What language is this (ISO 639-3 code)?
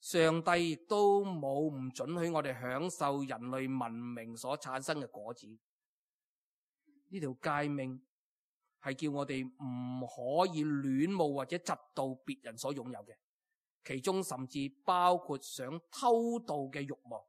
yue